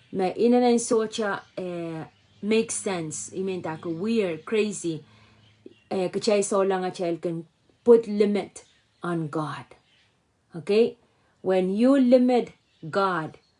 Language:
Pohnpeian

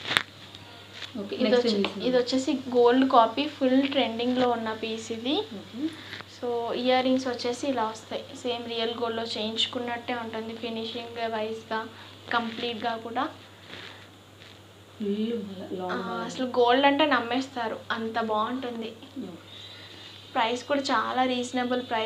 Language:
Telugu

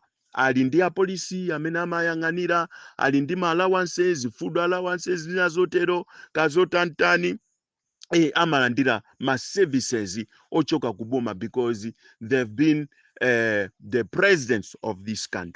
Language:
Nyanja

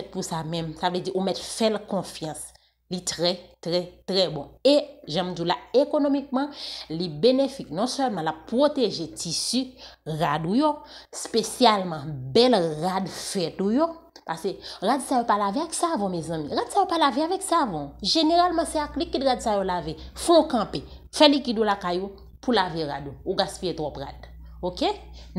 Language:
Haitian Creole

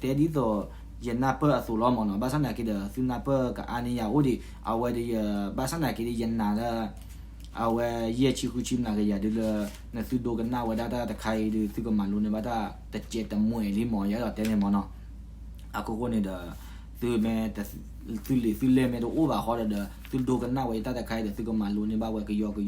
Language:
S'gaw Karen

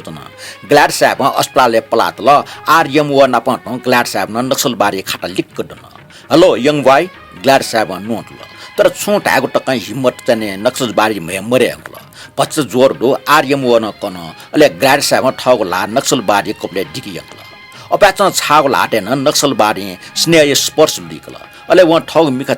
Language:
Newari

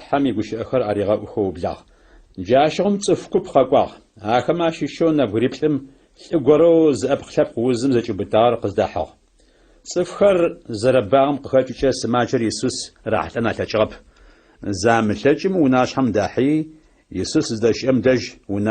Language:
Adyghe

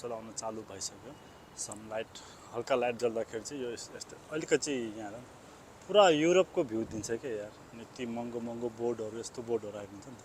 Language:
Nepali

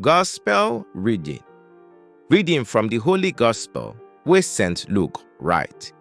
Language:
Nigerian Pidgin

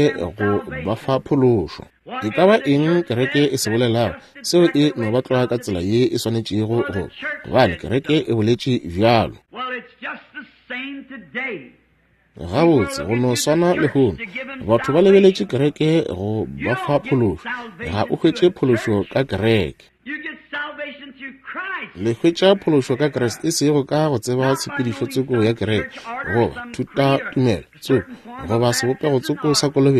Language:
Northern Sotho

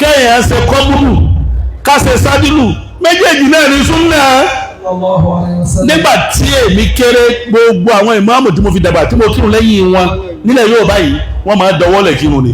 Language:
Yoruba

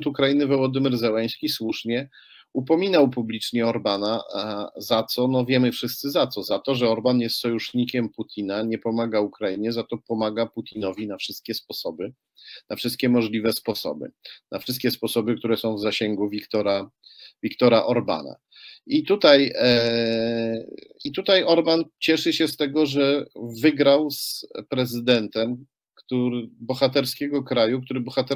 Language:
Polish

